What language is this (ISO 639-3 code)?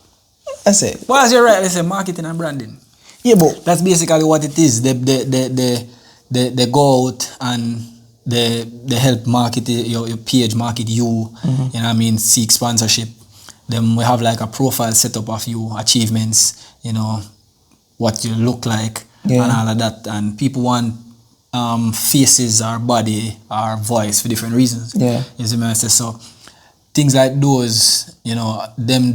jam